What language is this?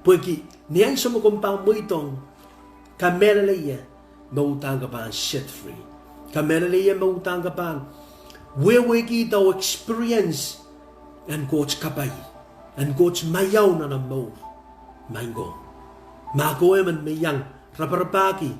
Pohnpeian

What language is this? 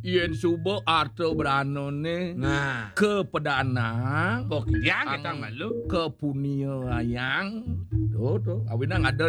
Balinese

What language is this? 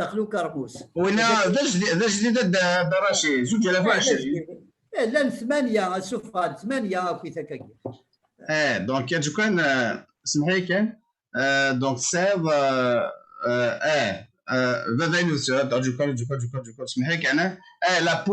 Kabyle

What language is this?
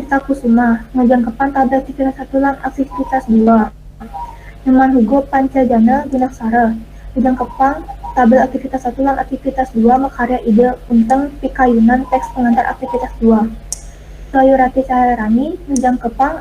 Balinese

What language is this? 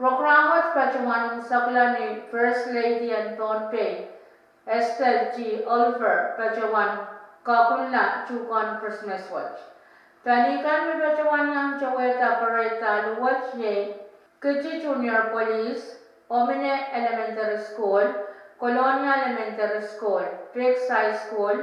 Pohnpeian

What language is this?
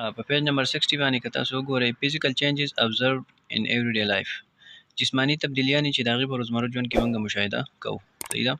Pashto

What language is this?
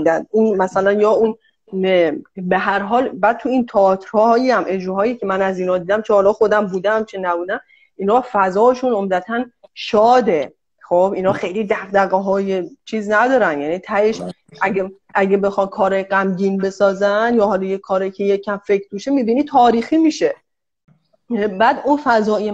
Persian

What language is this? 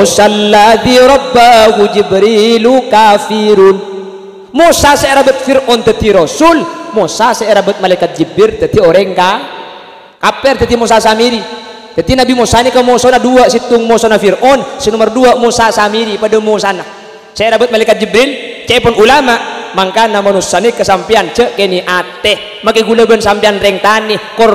Madurese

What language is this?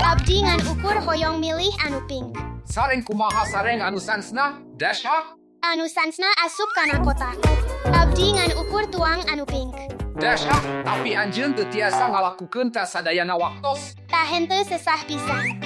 Sundanese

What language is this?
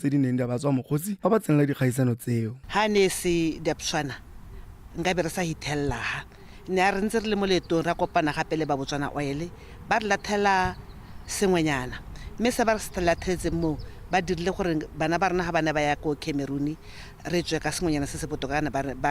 Tswana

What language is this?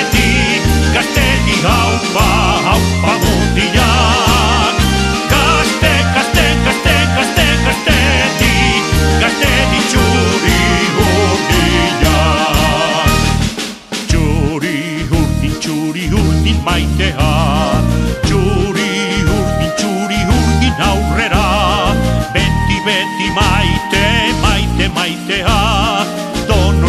Basque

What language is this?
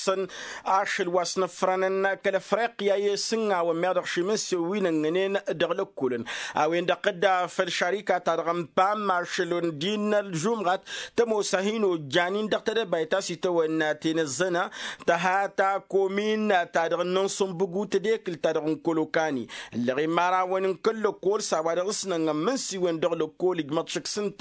Tamasheq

